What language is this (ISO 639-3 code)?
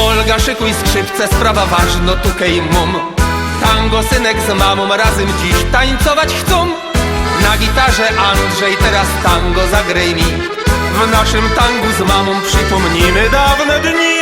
szl